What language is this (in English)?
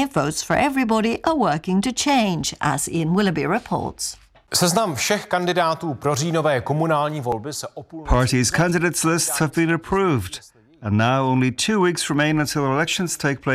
Czech